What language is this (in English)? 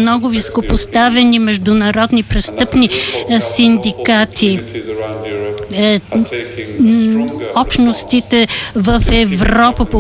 Bulgarian